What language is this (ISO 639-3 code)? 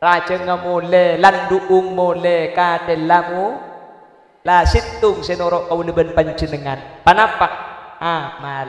mad